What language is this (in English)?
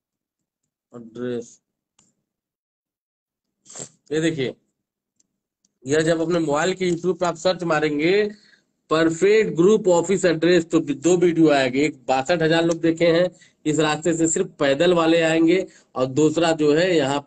Hindi